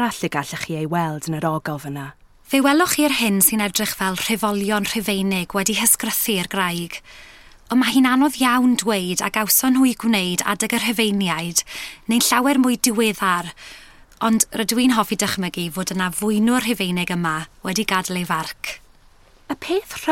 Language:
Welsh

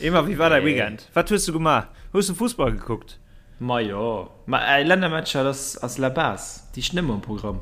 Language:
Luxembourgish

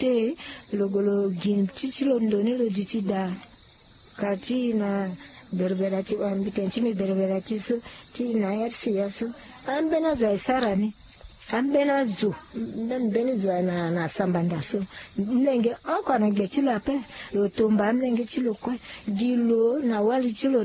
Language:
Sango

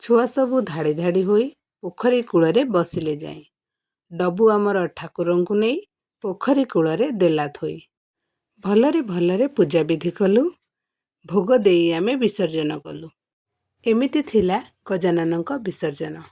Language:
Odia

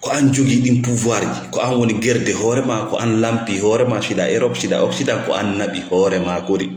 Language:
Fula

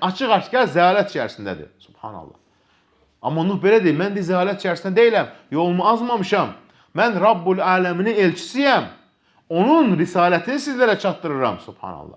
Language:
Azerbaijani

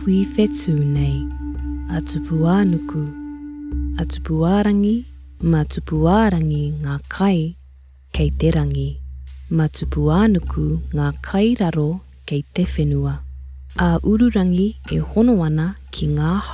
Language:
Māori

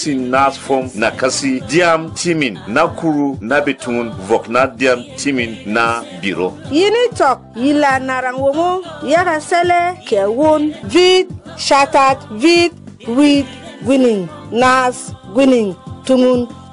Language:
Berom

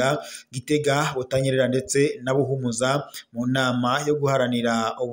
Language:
Rundi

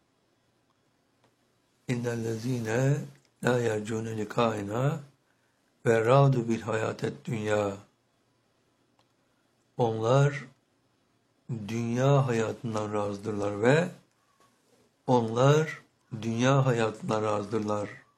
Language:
Turkish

